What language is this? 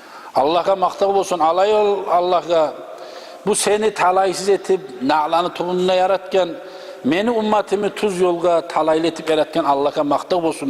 Kumyk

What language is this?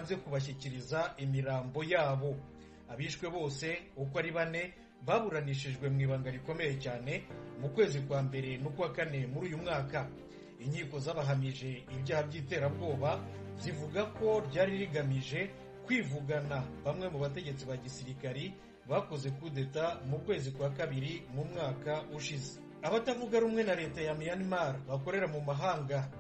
Kinyarwanda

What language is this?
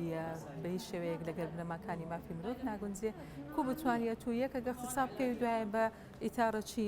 Central Kurdish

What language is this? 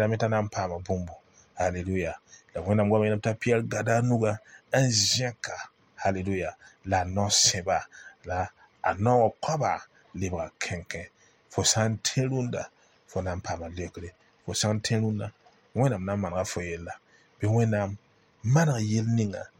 Mossi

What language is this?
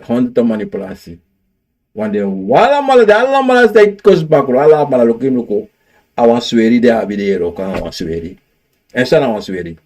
Sranan Tongo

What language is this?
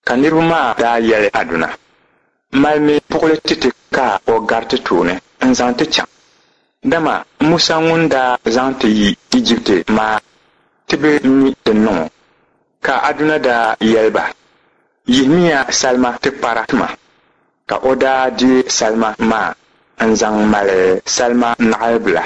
Dagbani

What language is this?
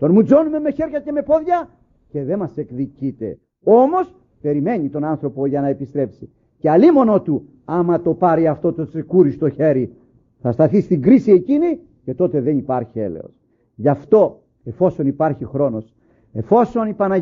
Greek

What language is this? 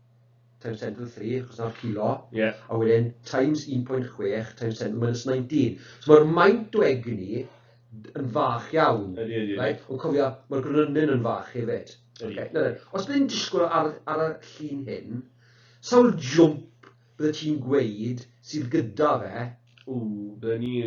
Welsh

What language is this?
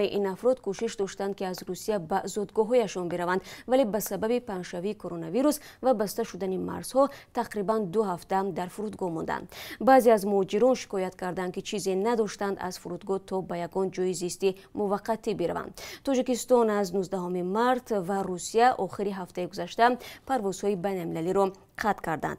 Tajik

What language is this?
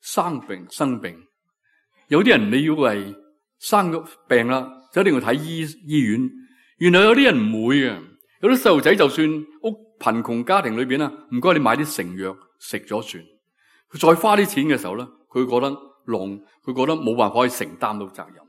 Cantonese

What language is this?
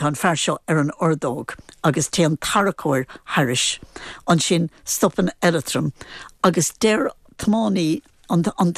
Irish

